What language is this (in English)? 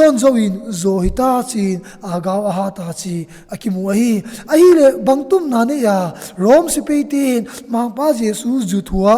Tedim Chin